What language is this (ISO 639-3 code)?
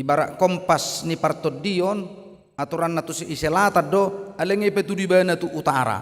bbc